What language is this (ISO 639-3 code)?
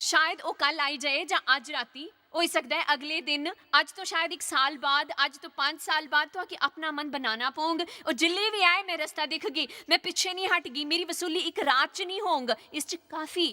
doi